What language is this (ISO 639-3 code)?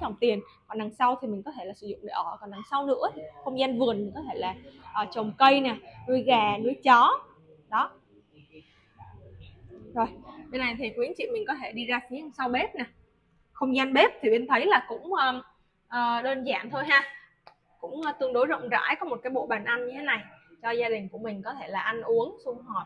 vie